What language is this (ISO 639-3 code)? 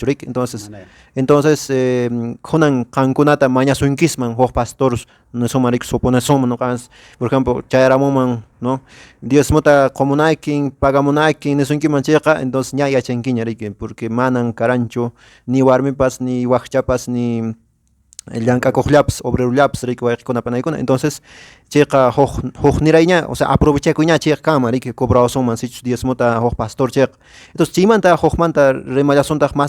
que